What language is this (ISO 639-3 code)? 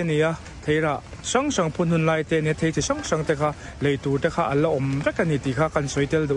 lus